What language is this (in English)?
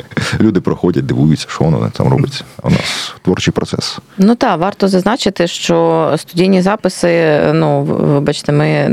Ukrainian